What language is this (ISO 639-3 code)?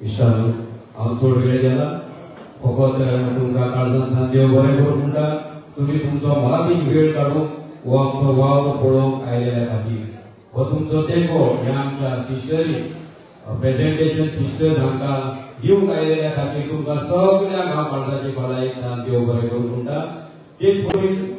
kok